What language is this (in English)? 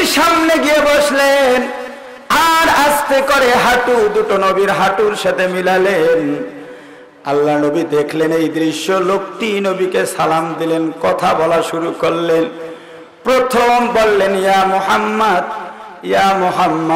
Bangla